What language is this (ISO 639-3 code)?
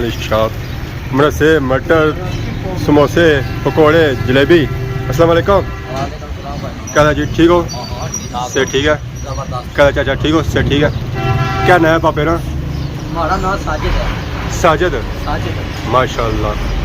phr